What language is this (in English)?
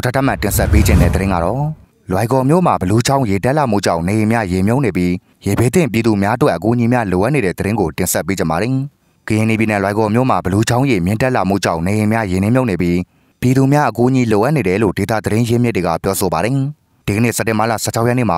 Burmese